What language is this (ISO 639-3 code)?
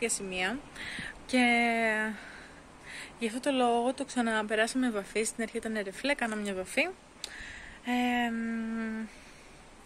ell